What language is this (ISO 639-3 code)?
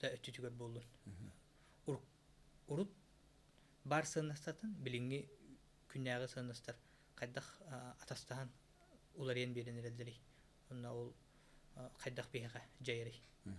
sah